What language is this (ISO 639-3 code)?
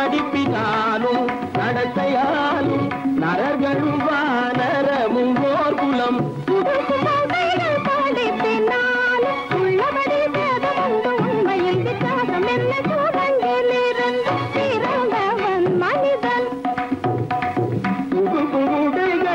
tam